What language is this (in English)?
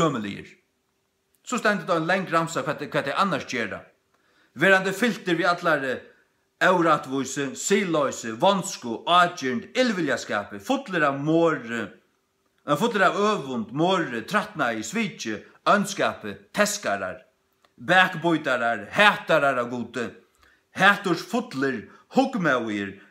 Faroese